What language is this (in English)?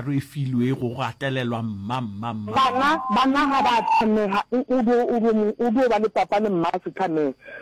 Northern Sotho